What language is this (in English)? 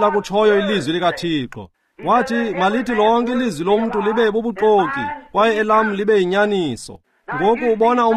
Xhosa